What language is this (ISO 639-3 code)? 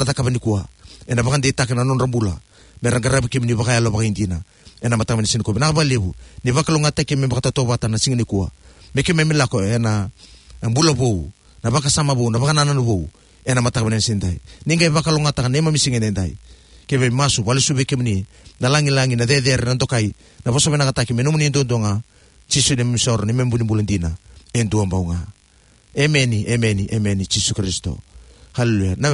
fij